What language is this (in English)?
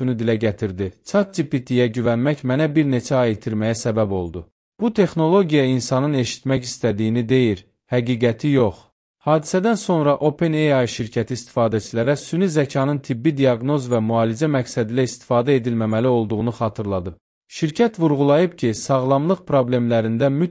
Azerbaijani